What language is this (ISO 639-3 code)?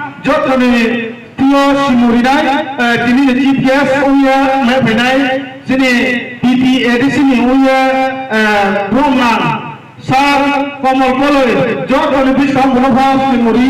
ria